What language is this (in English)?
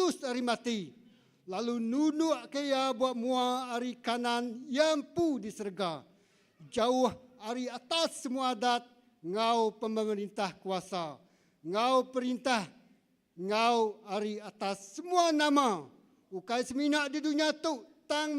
Iban